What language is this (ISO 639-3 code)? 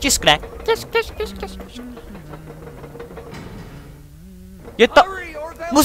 ces